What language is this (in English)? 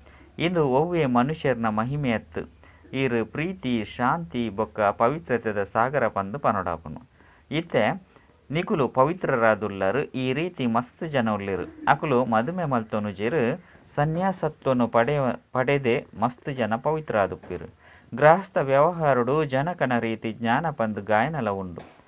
Tulu